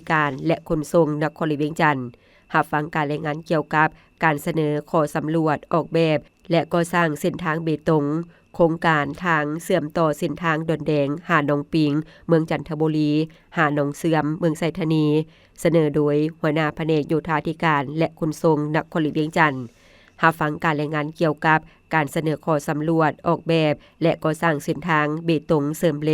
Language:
Lao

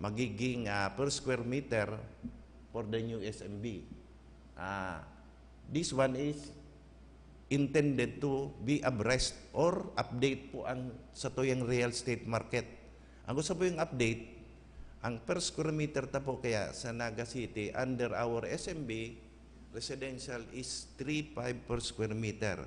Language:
Bikol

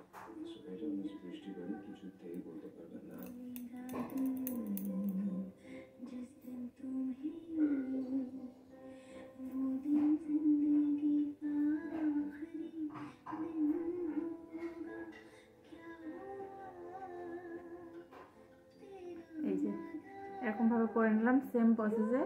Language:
Bangla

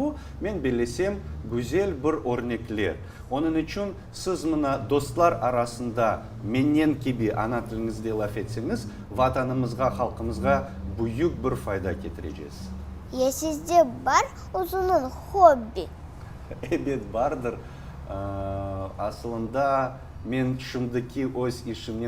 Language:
Crimean Tatar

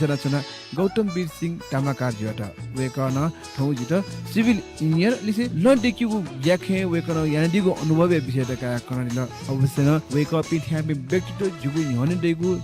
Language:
Newari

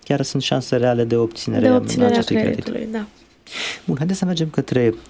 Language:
Romanian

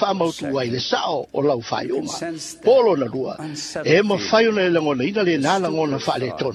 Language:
Samoan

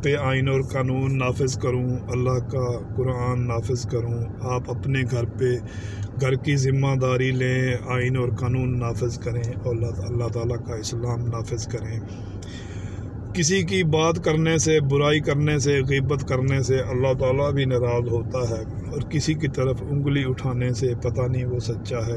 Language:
Urdu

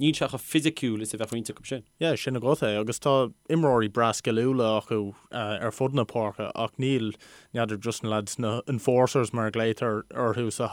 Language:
Irish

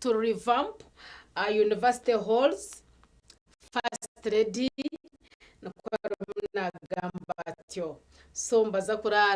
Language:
Nyankole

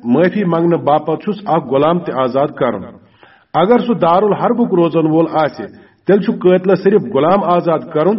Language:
Kashmiri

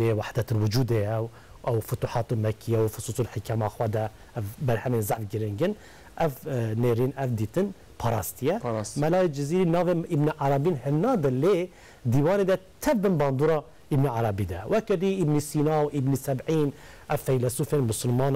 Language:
Kurdish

